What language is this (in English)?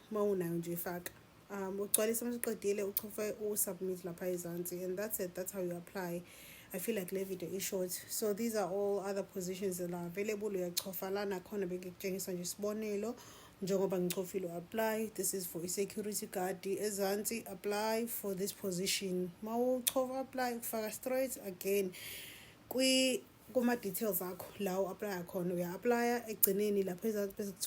Zulu